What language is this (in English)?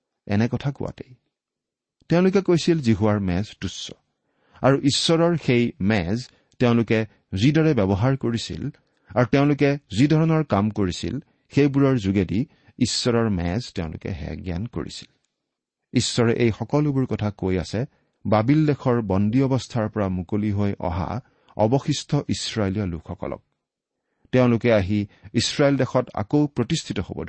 Assamese